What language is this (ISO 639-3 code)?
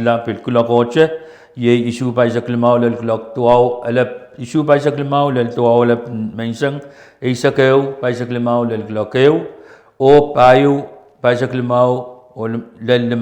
pon